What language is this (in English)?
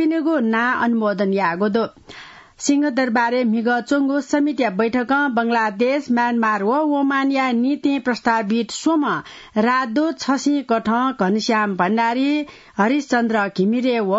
Newari